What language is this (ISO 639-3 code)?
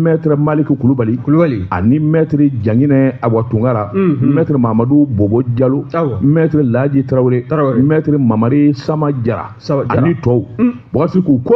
bam